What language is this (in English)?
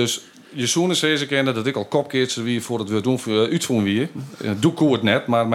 Western Frisian